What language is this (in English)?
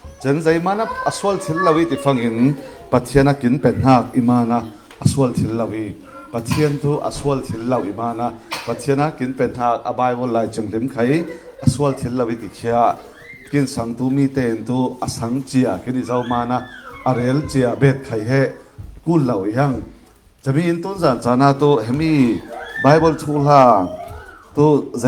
Falam Chin